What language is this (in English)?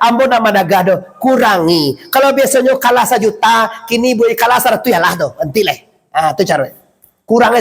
Minangkabau